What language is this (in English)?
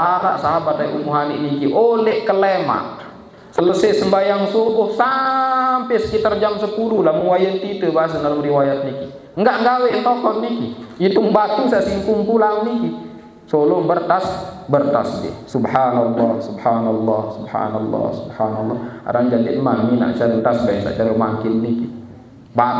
Sasak